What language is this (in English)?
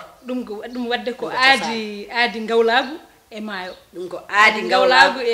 Fula